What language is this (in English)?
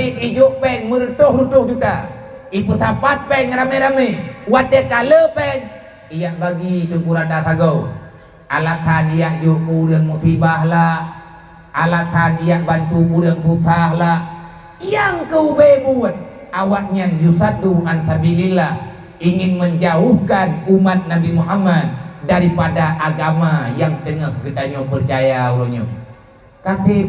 Achinese